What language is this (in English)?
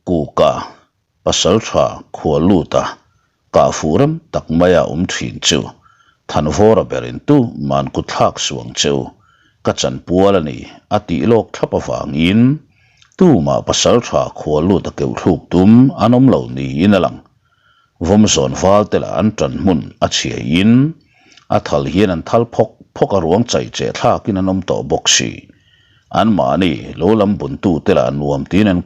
Mizo